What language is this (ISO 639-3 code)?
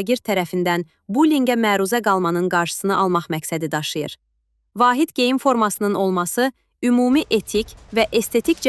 aze